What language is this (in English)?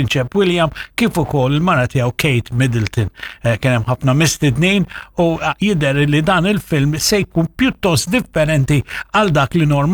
Maltese